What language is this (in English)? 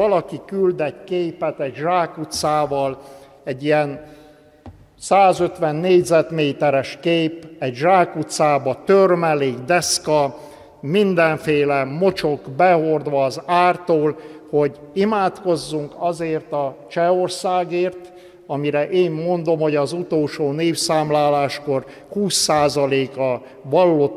Hungarian